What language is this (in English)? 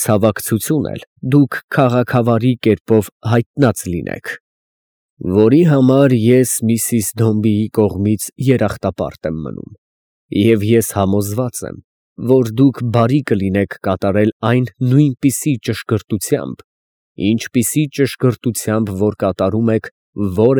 Armenian